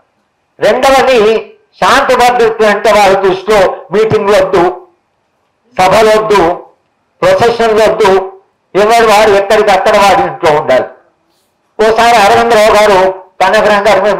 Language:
Telugu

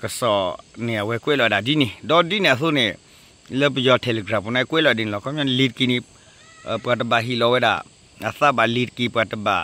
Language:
S'gaw Karen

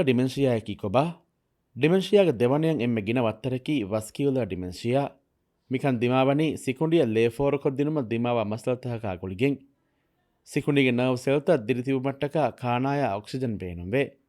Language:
Divehi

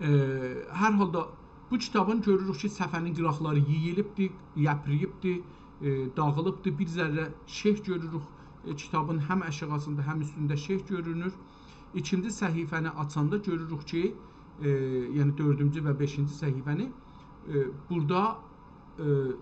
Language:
South Azerbaijani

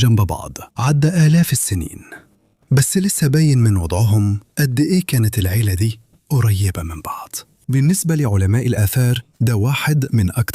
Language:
Egyptian Arabic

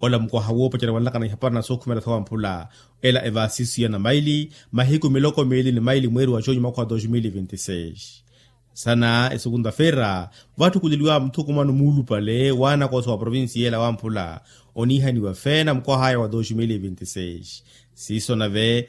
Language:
Makhuwa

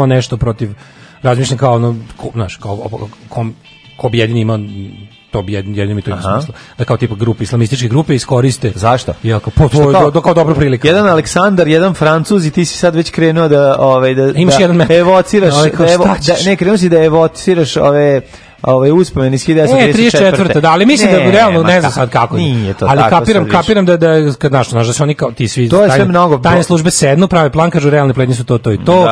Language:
Serbian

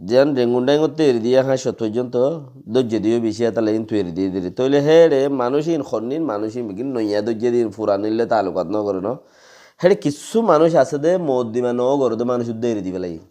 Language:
Rohingya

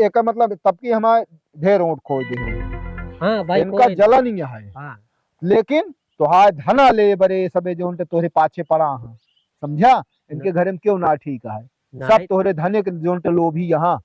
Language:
Awadhi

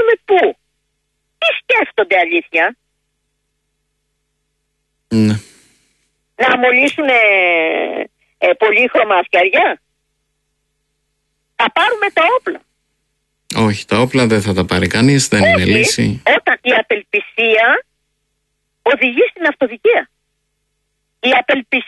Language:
Greek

